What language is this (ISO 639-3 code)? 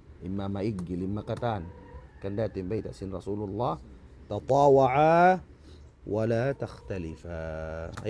tsg